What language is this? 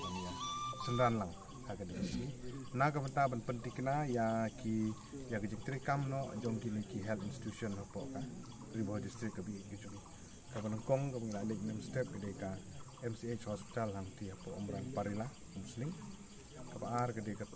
Khasi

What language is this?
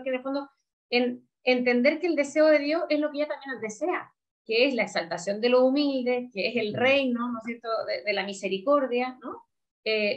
Spanish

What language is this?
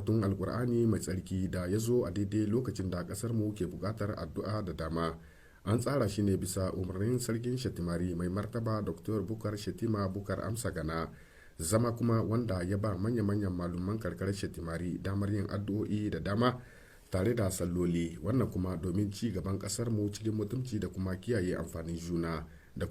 Hausa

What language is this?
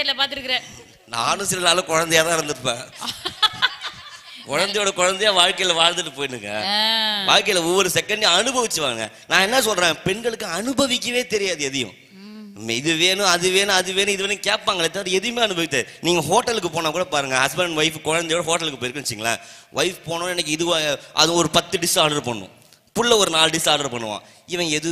Tamil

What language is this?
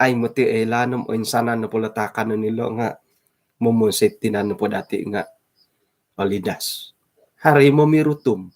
Central Dusun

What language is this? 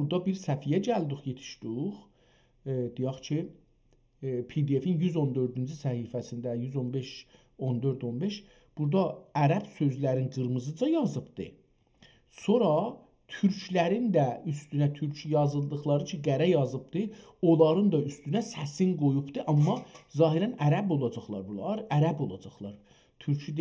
South Azerbaijani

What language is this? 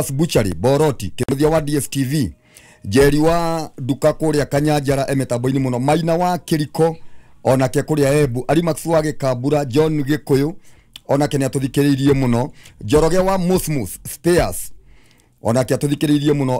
Kikuyu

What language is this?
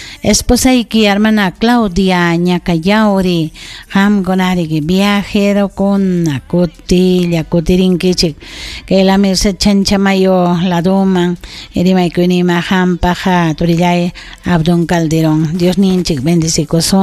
Ayacucho Quechua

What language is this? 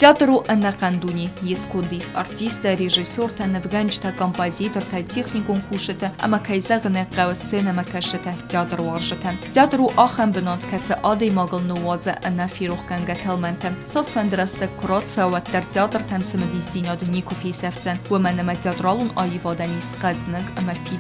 Ossetic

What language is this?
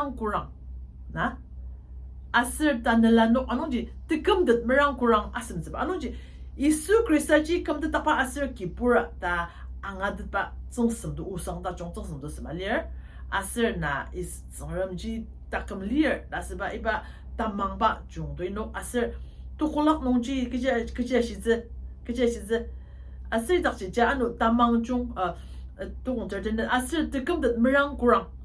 Ao Naga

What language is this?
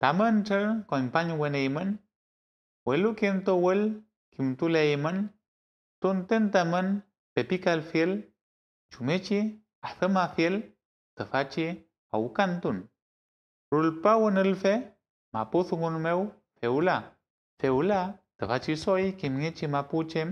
Mapuche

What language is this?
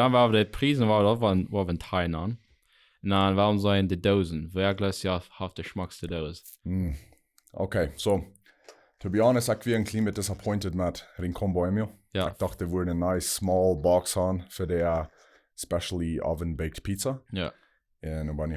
Plautdietsch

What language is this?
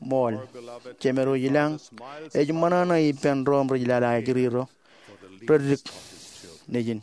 Marshallese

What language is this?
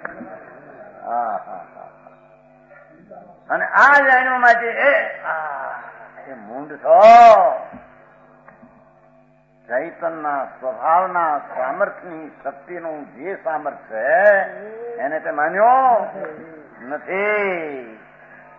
Gujarati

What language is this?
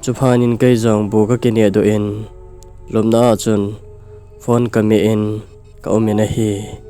Thado Chin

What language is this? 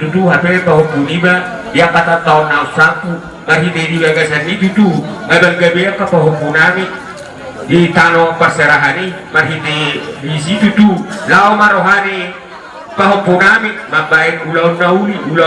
Batak Toba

